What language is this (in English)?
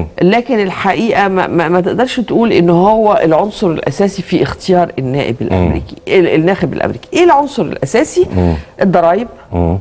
Egyptian Arabic